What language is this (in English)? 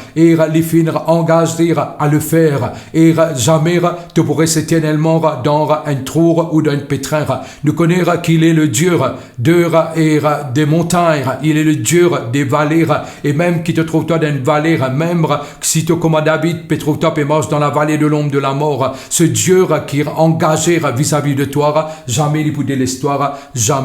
Morisyen